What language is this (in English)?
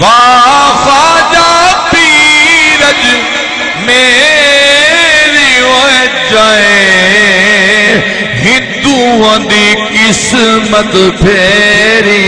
Saraiki